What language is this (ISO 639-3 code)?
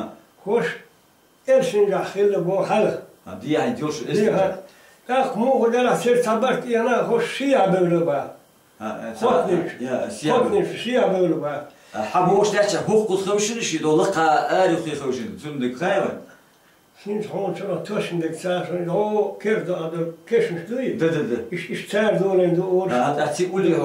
che